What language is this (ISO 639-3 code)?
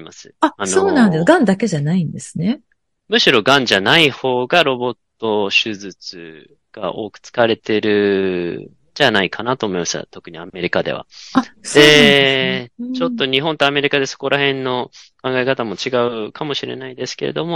jpn